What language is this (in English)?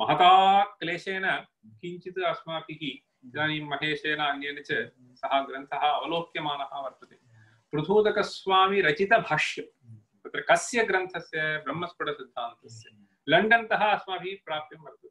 Sanskrit